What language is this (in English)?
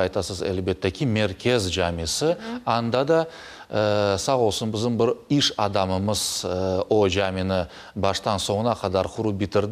Crimean Tatar